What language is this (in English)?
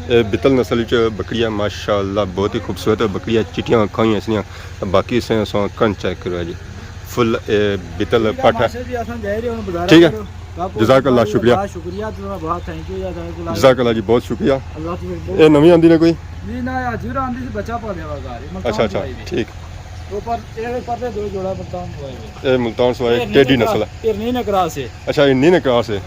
Pahari-Potwari